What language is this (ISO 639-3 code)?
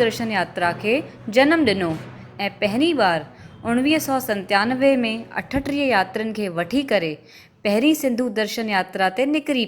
snd